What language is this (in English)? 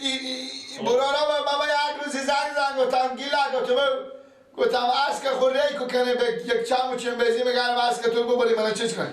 Persian